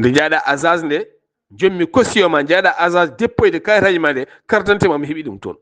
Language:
Fula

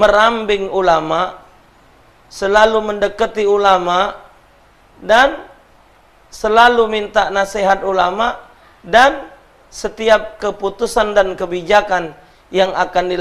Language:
Musi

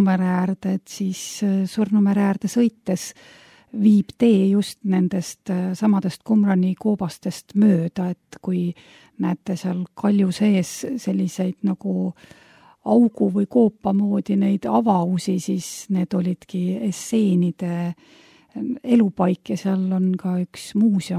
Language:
Estonian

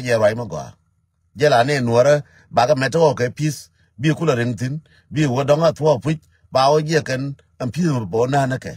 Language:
Nuer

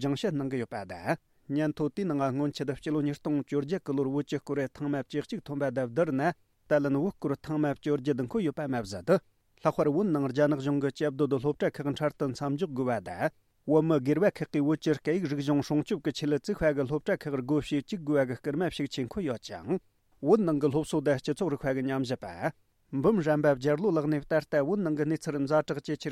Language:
Tibetan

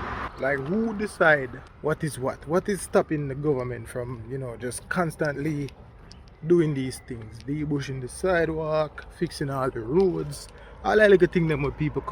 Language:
Jamaican Creole English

